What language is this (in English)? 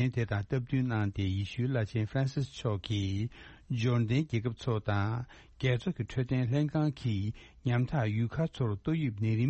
Tibetan